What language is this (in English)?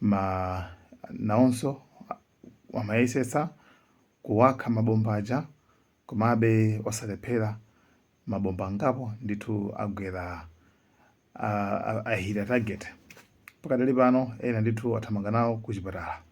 Nyanja